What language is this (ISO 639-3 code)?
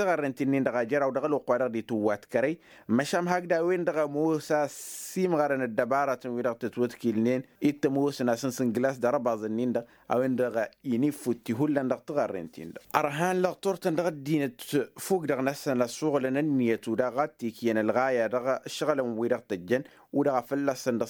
taq